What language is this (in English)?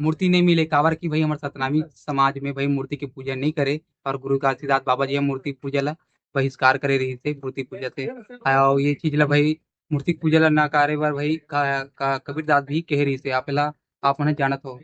Chhattisgarhi